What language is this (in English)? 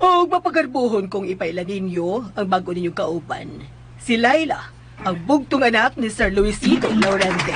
Cebuano